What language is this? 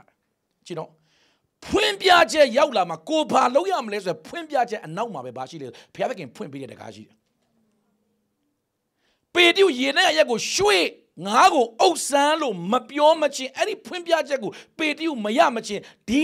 Burmese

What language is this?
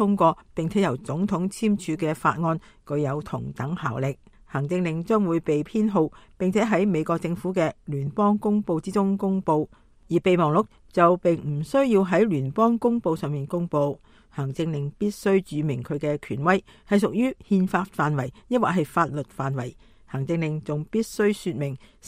Cantonese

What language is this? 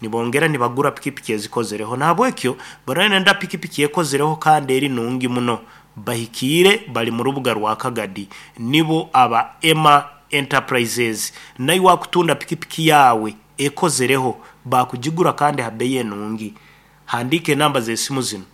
Nyankole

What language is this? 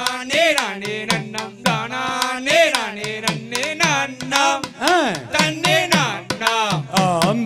Tamil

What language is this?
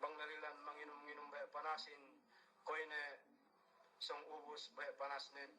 Yakan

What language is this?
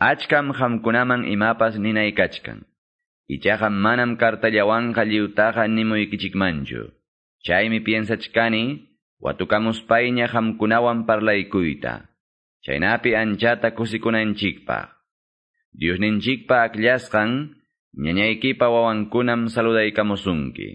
Quechua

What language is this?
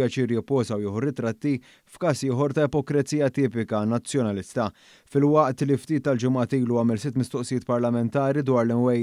Maltese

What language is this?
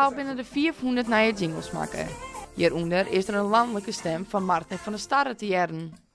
Western Frisian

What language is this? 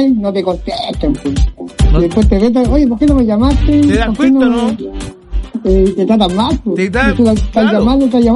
Spanish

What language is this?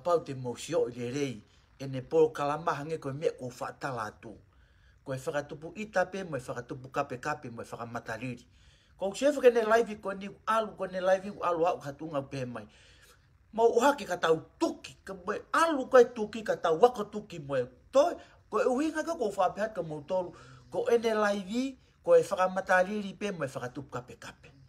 Tongan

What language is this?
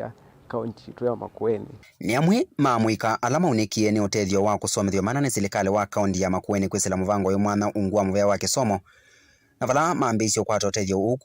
Kamba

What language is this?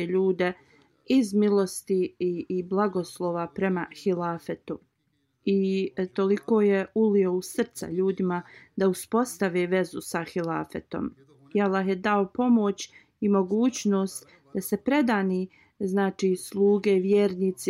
Bosnian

